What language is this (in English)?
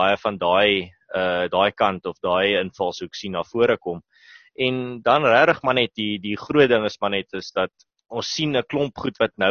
Afrikaans